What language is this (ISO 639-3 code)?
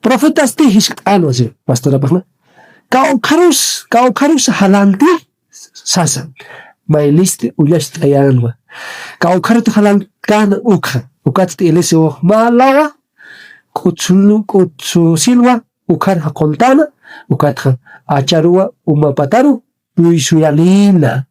aym